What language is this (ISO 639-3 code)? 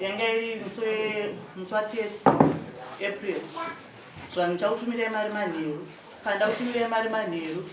sna